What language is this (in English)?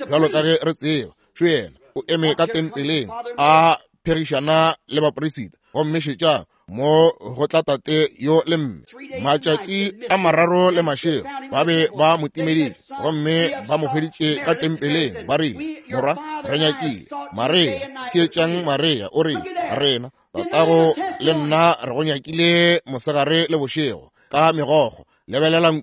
Northern Sotho